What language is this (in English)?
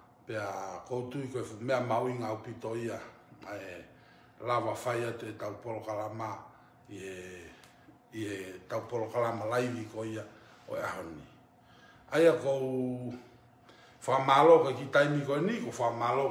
Tongan